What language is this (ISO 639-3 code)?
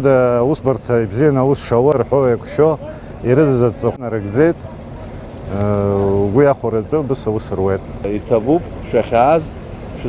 abk